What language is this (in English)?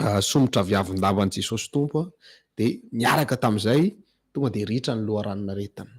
Malagasy